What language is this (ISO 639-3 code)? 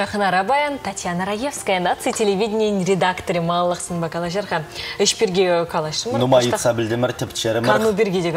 chv